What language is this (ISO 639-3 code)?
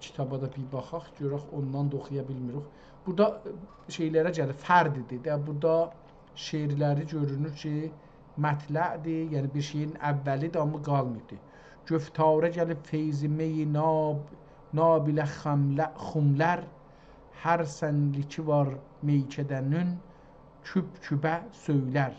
azb